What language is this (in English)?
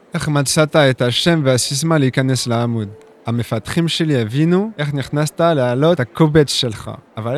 Hebrew